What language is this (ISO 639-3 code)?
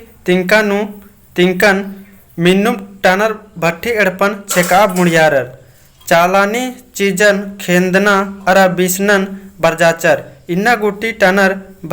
kru